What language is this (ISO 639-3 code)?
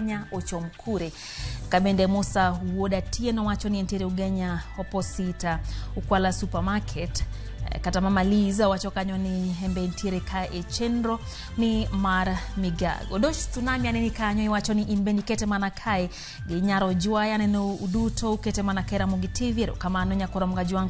luo